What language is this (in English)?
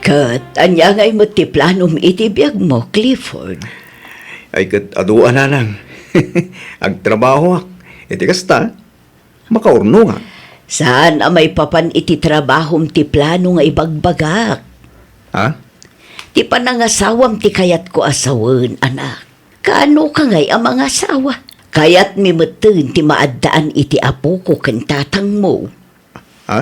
Iloko